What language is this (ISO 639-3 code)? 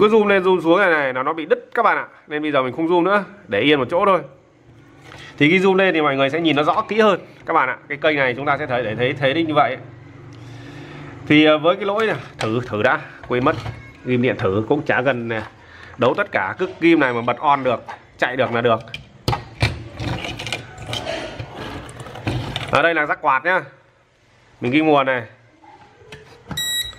vie